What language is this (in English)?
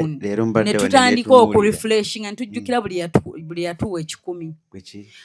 Ganda